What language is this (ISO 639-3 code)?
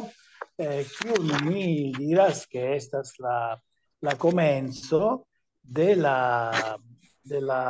epo